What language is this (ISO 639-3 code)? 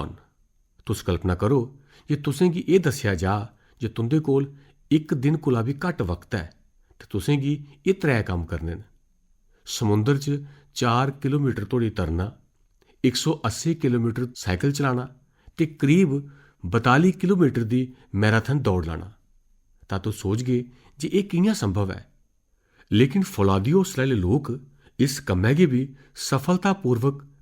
doi